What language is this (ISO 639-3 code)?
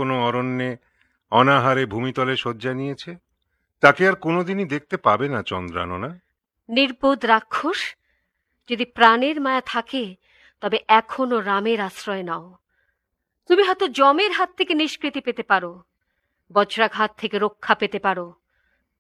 ben